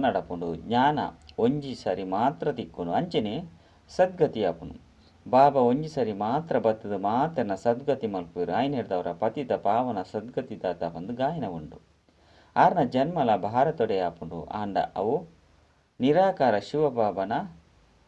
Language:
Tulu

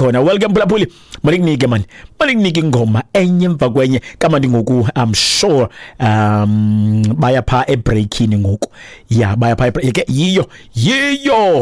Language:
Xhosa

